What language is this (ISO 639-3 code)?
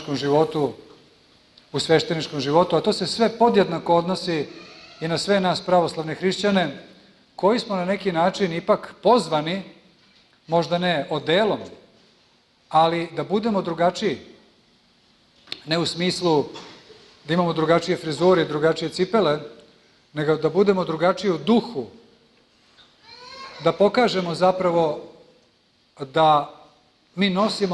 srp